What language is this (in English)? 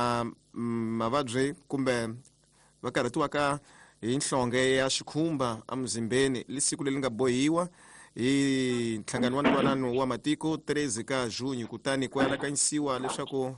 Tsonga